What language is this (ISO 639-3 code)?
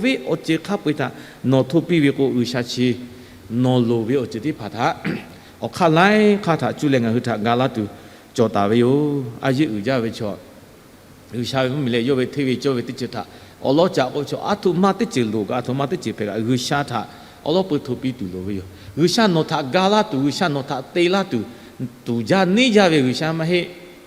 lhu